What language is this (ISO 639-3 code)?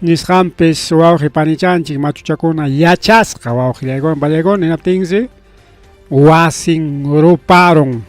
quy